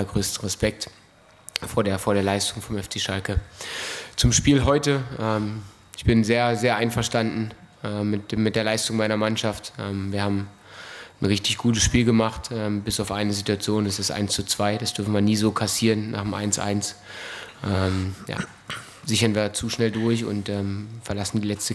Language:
German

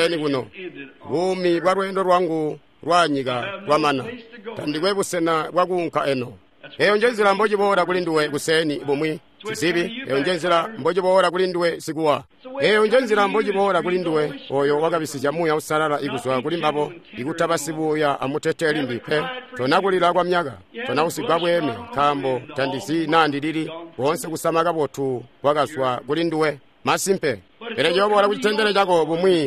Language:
Tonga (Zambia)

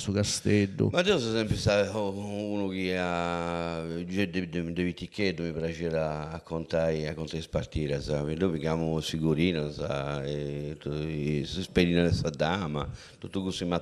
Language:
Sardinian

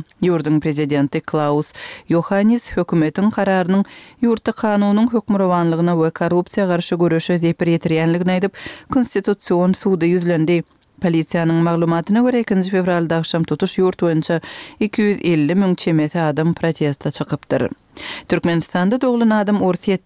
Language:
Kyrgyz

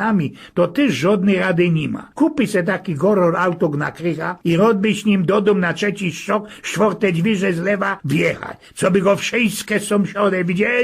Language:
Silesian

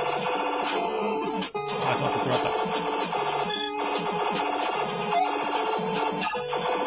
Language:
Japanese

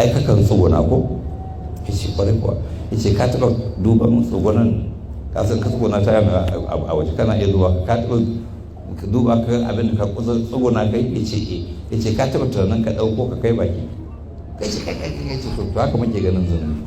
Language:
Hausa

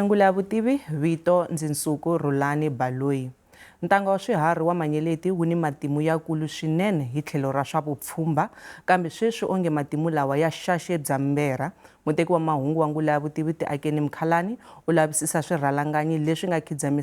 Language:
Tsonga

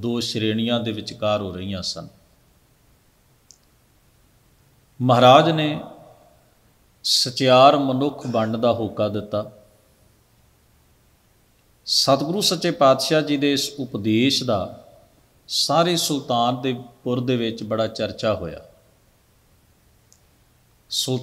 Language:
Punjabi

